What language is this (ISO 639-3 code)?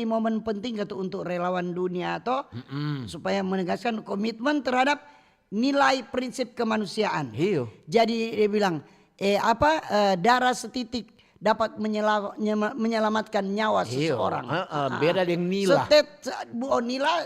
xmm